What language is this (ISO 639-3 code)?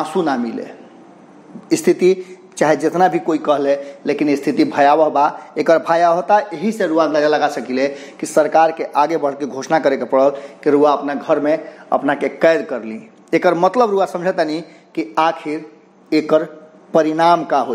bho